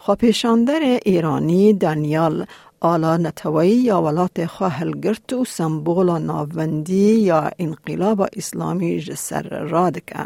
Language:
Kurdish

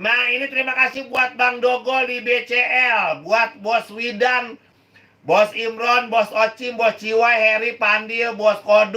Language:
Betawi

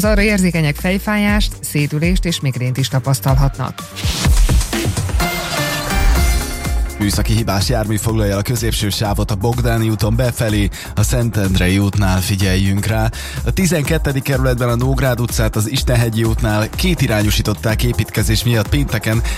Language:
Hungarian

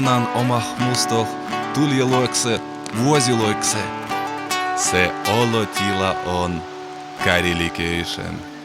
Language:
Karelian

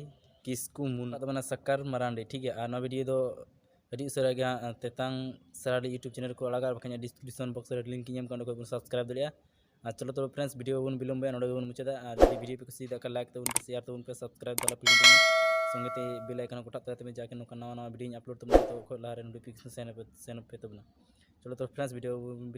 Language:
Santali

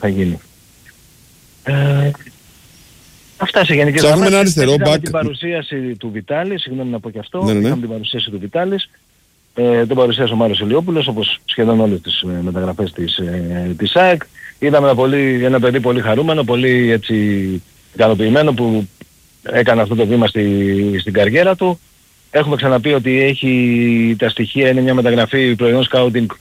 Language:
Greek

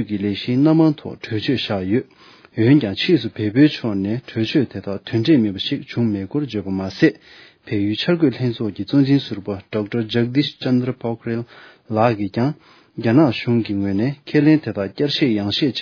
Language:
Tibetan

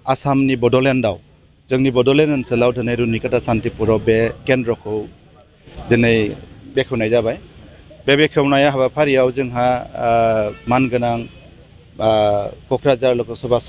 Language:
Bodo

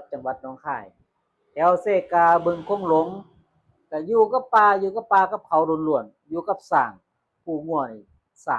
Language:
Northeastern Thai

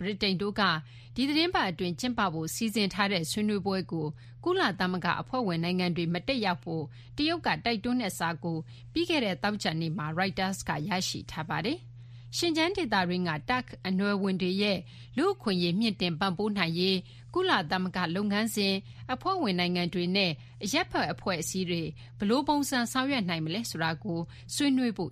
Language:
Burmese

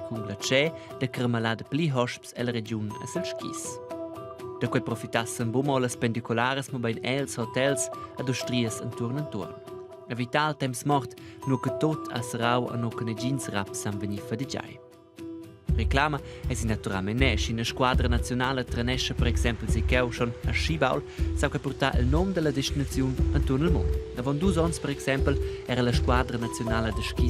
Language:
Romansh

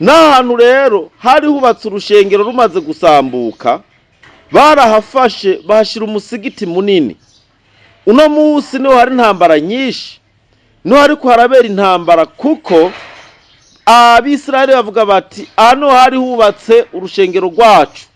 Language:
Rundi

